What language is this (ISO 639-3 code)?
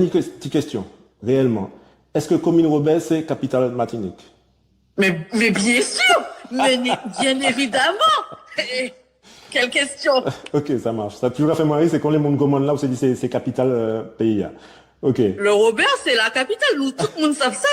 gcf